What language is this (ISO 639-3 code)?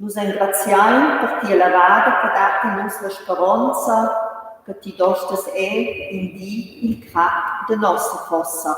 roh